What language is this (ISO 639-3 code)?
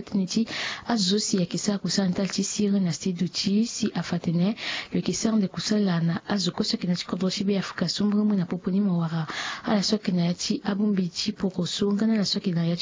sag